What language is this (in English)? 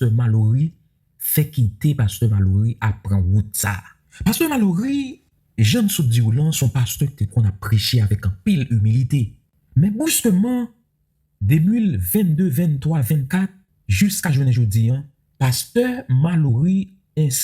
Haitian Creole